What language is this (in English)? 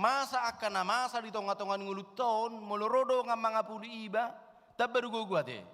Batak Toba